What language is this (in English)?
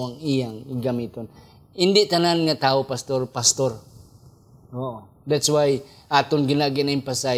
Hiligaynon